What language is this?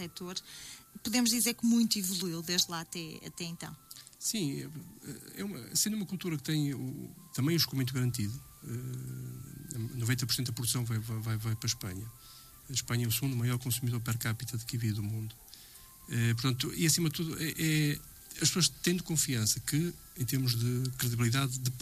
Portuguese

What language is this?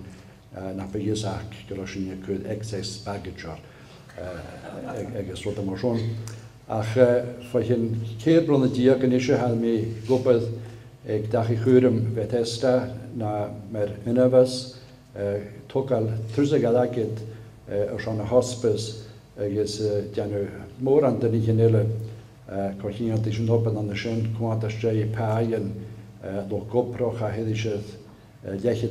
Scottish Gaelic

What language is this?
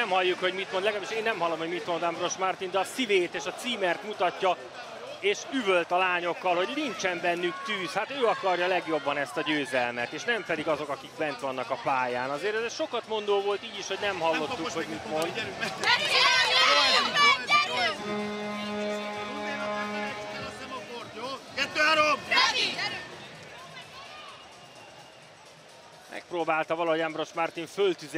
Hungarian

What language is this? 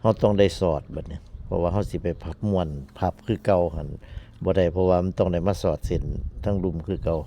Northeastern Thai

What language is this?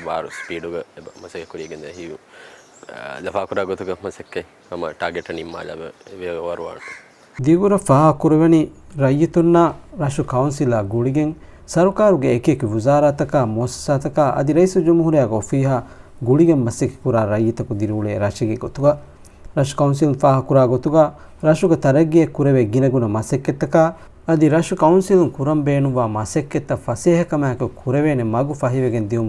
Divehi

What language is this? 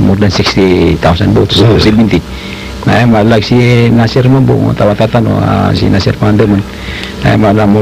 Maranao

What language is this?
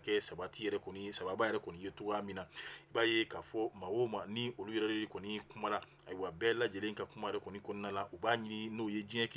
Bambara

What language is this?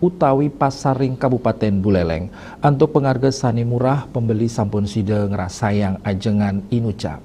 Balinese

